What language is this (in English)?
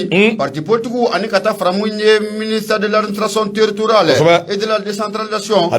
Bambara